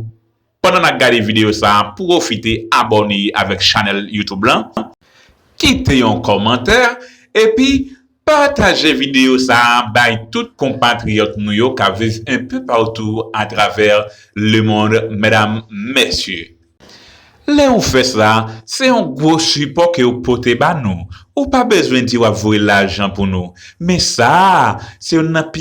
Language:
Haitian Creole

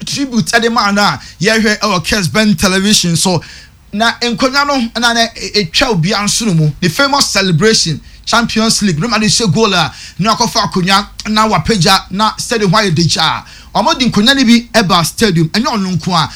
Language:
Akan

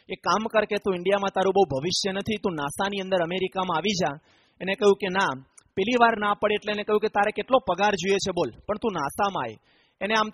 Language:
Gujarati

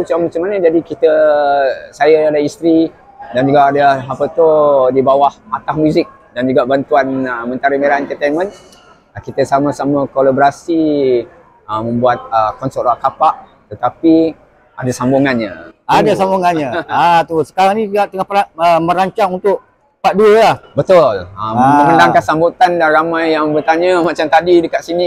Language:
Malay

